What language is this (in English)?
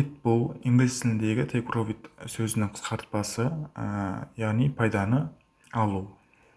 Kara-Kalpak